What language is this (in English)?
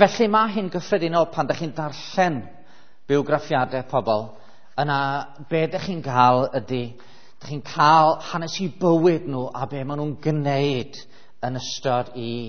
Welsh